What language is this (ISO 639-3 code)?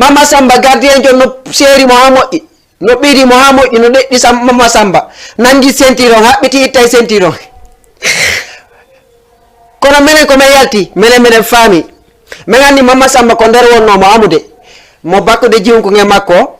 ful